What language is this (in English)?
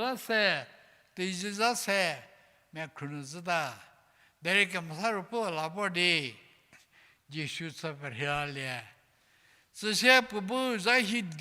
Angami Naga